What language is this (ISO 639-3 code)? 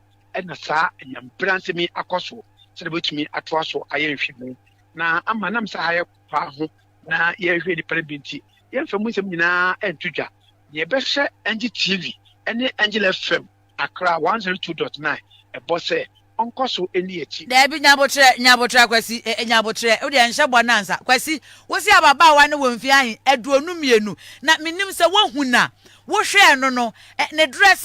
aka